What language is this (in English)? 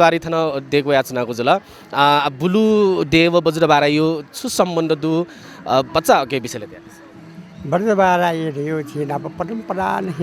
Newari